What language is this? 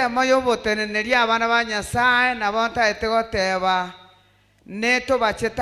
Gusii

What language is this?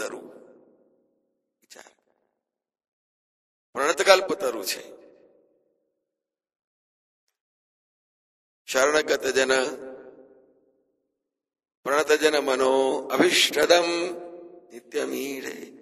Gujarati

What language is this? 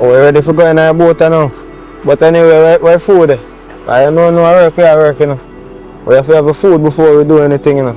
Jamaican Creole English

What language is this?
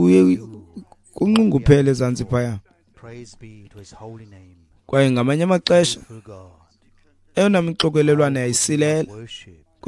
Xhosa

